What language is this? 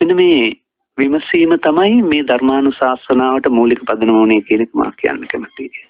Sinhala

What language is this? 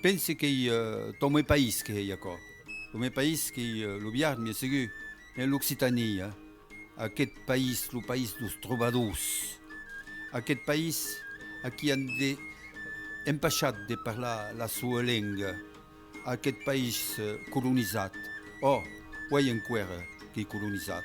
Occitan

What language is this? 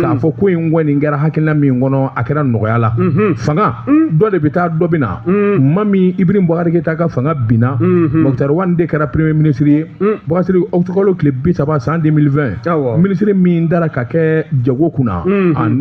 Bambara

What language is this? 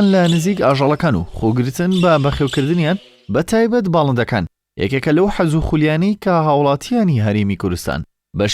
Central Kurdish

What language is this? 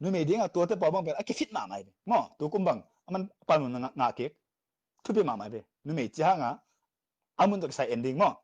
Tedim Chin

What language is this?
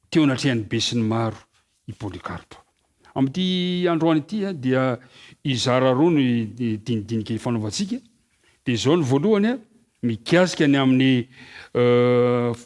Malagasy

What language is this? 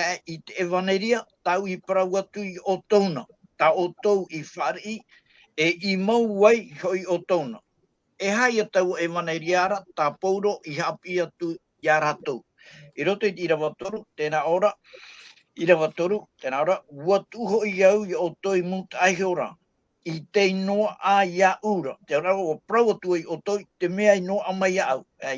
Tahitian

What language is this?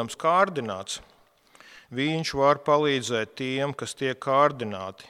Latvian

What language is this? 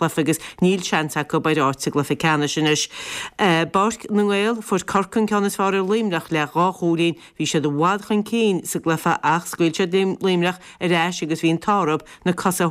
Irish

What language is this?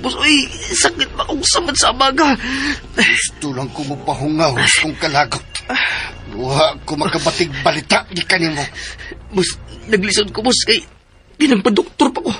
Cebuano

